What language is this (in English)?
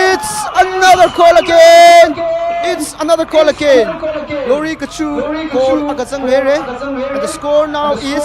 Tangkhul Naga (India)